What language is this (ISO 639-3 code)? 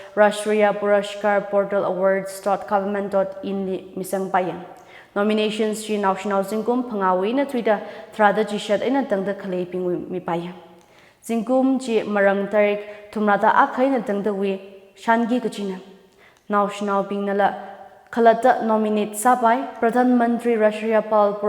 nmf